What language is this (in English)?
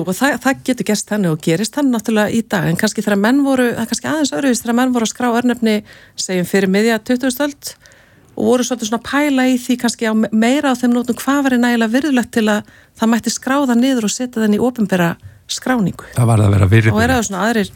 Icelandic